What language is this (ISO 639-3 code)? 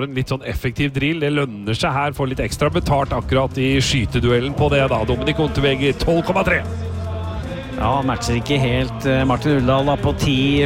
nor